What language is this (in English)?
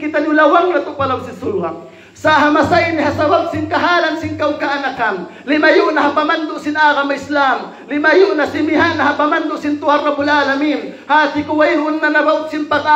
Tausug